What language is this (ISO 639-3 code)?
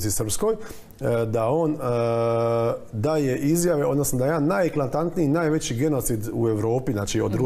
hrv